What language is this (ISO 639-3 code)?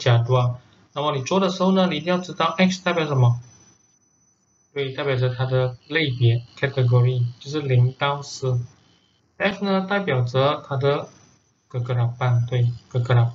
zho